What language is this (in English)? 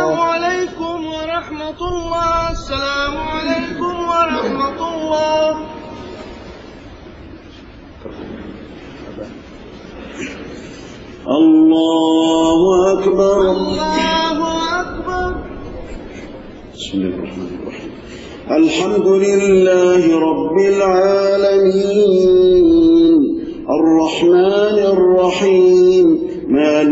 Arabic